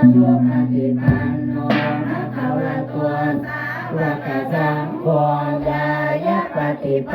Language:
Pali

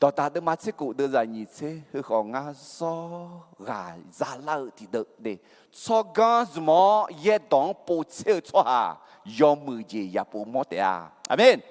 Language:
Akha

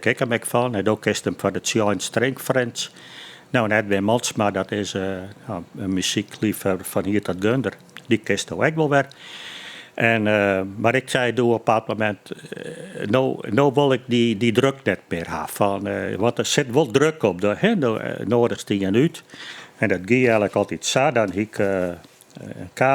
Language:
Western Frisian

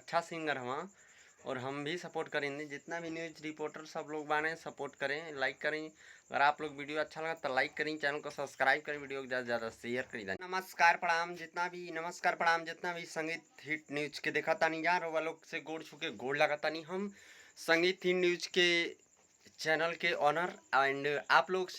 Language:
Bhojpuri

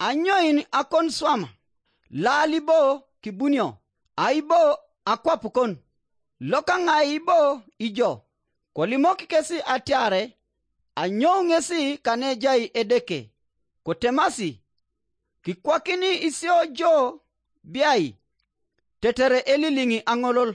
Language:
Teso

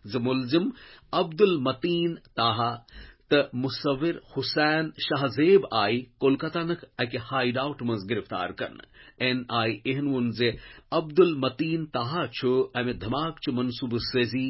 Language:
Kashmiri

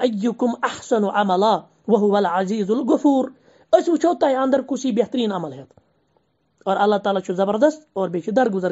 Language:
Kashmiri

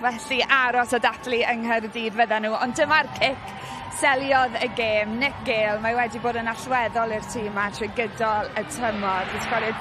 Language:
Welsh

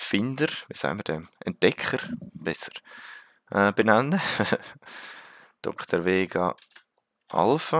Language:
Swiss German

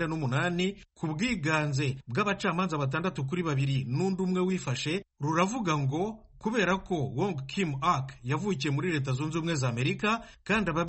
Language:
Kinyarwanda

